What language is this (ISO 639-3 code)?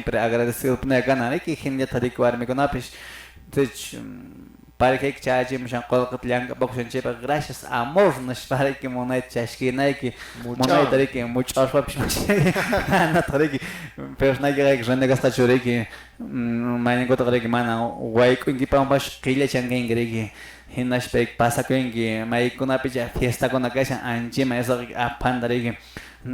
que